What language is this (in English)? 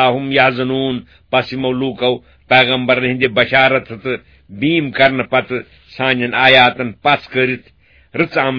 Kashmiri